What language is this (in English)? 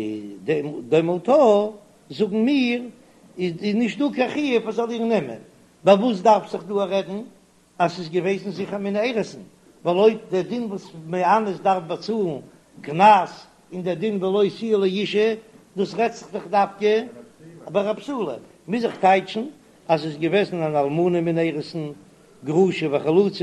Yiddish